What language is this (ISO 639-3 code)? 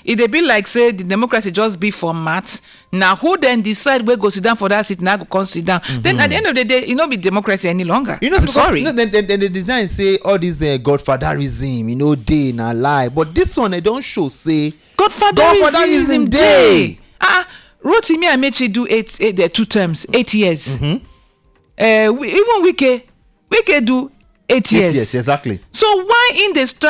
pcm